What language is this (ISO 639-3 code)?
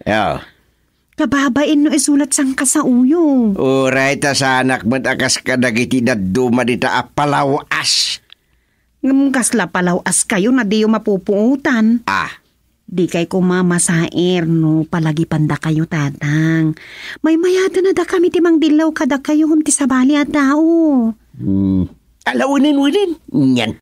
ilo